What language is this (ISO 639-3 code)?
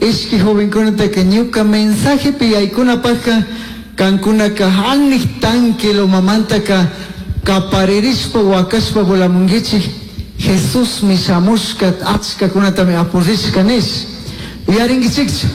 qug